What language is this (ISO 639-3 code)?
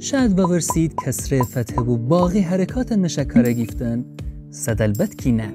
glk